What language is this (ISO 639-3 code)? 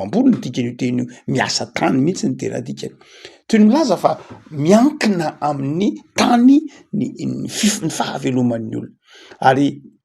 mlg